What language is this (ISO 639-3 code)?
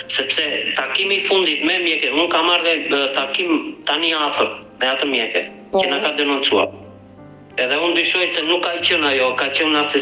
sqi